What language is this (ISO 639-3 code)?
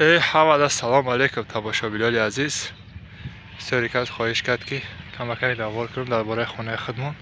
tgk